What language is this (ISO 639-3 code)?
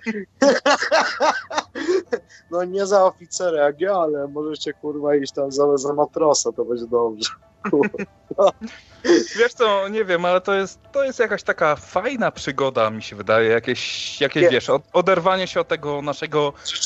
pol